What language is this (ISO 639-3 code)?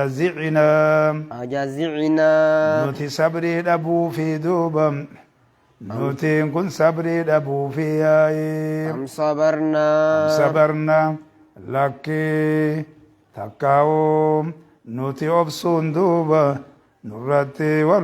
orm